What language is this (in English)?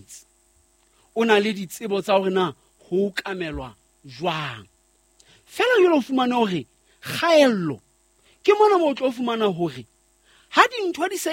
Southern Sotho